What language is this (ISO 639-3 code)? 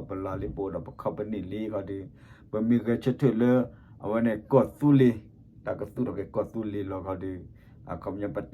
ksw